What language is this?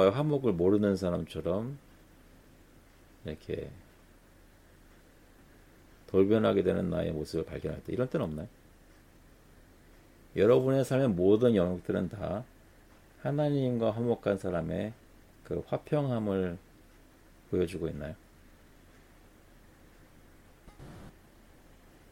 Korean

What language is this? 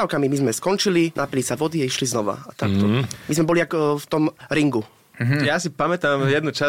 Slovak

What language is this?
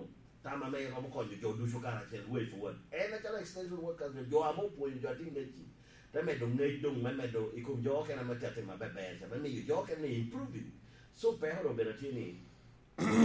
Lango (Uganda)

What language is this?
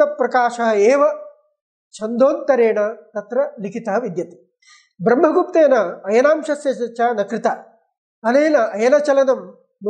Sanskrit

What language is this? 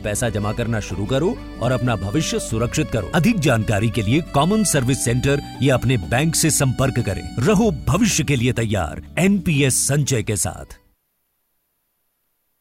Hindi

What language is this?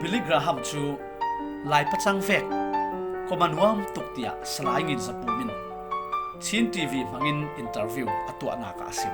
Falam Chin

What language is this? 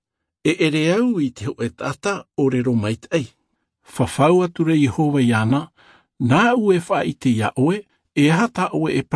Tahitian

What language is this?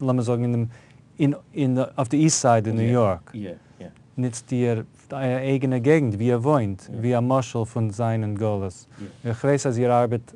Yiddish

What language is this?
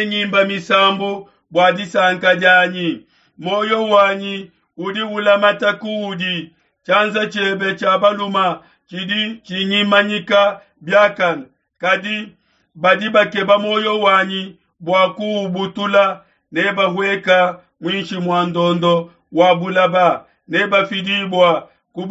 Luba-Lulua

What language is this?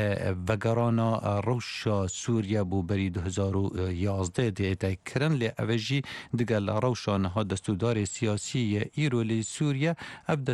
Kurdish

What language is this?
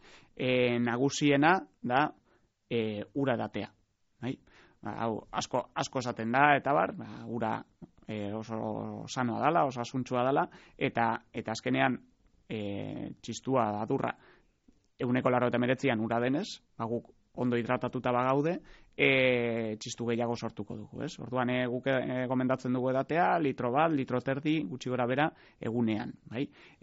Basque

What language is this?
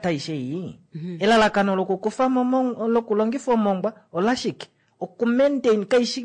Kuanyama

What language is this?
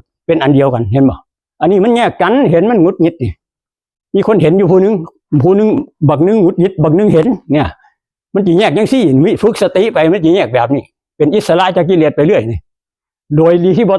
Northeastern Thai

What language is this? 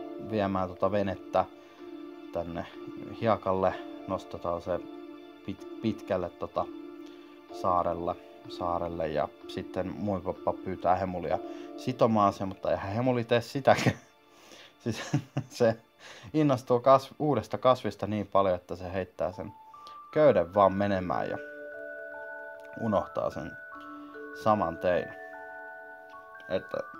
Finnish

